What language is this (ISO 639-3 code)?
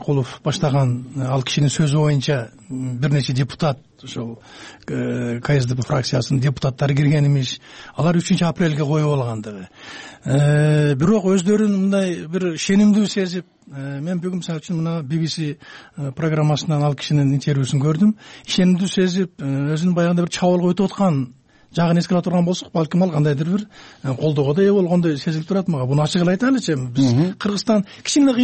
kir